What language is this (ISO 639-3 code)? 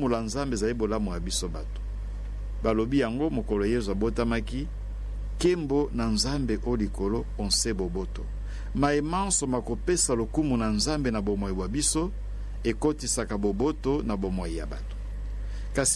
lin